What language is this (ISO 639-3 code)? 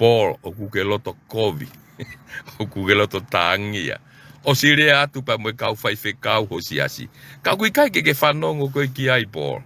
ton